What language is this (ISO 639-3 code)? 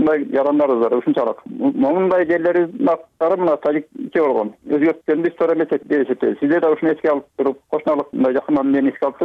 kir